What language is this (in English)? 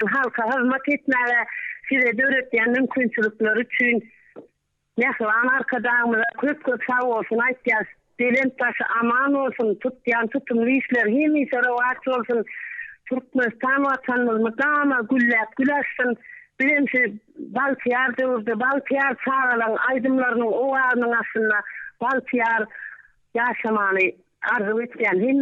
Turkmen